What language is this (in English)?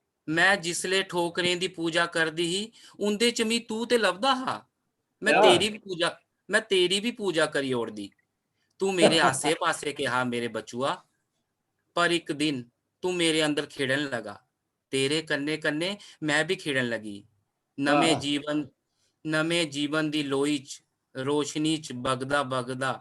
Dogri